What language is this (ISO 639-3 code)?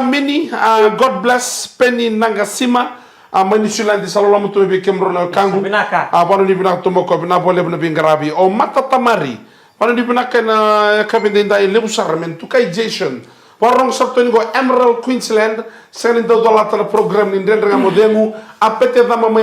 fij